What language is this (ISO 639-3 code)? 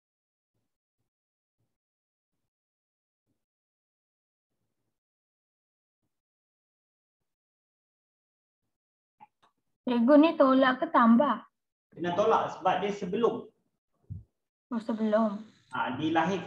msa